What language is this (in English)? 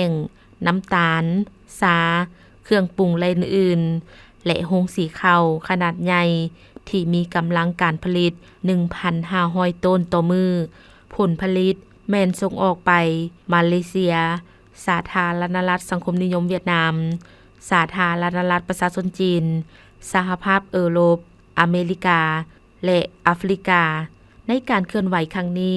Lao